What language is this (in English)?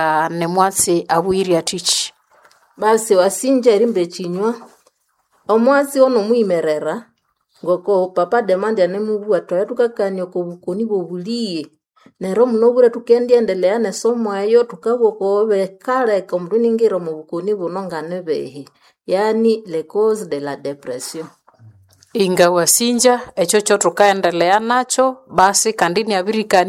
Nande